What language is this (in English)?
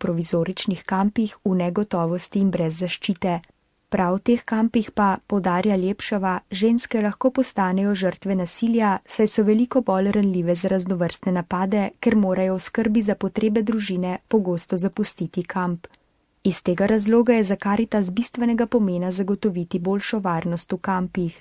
Slovenian